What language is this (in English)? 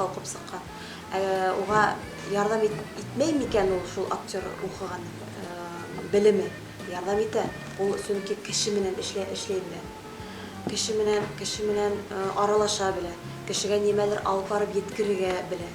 Bashkir